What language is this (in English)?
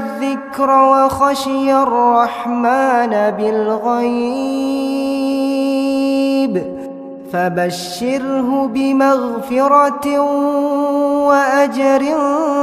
Arabic